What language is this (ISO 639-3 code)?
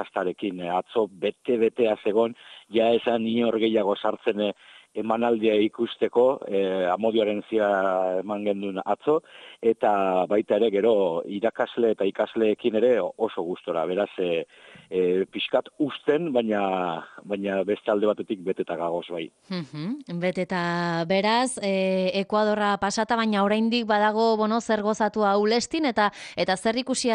eus